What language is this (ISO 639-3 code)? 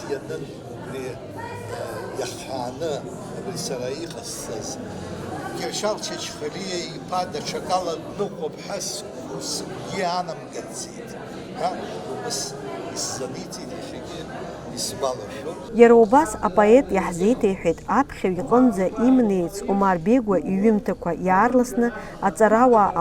abk